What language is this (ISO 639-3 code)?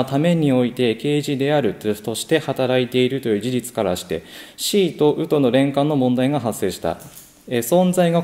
jpn